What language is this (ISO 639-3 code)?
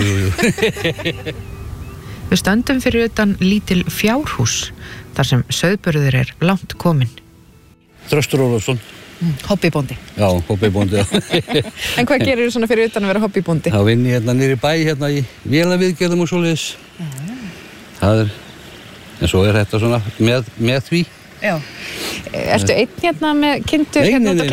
isl